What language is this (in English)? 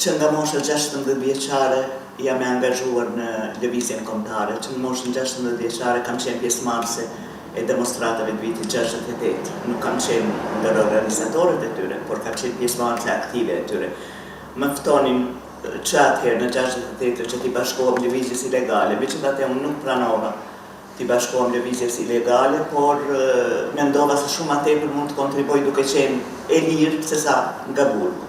Albanian